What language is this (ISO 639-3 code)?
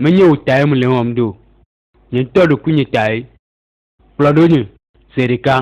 ewe